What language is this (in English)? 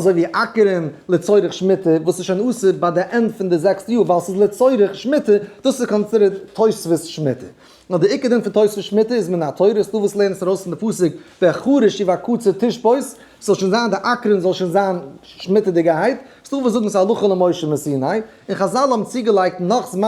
Yiddish